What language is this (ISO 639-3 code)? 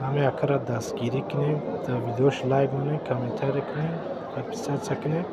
tgk